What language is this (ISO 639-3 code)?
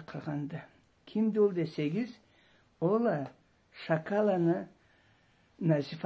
krc